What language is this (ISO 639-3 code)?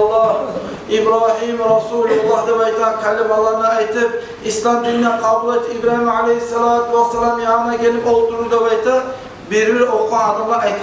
kum